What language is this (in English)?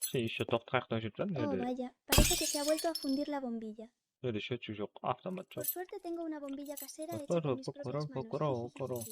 Kara-Kalpak